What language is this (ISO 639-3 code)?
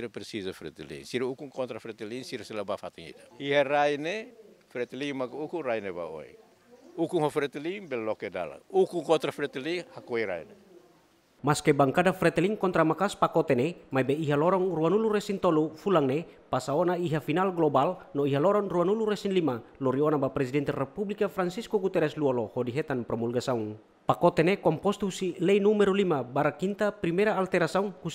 tet